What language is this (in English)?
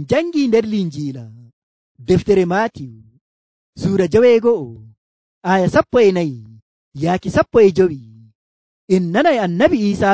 Nigerian Fulfulde